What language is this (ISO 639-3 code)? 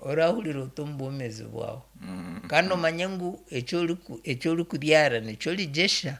nyn